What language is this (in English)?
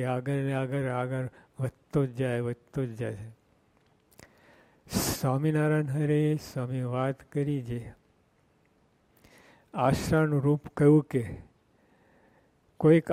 Gujarati